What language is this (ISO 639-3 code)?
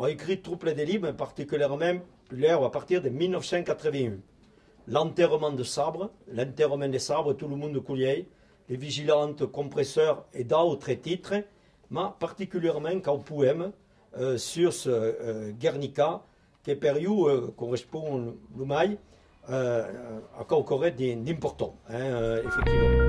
oci